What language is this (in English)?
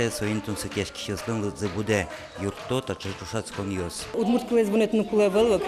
Udmurt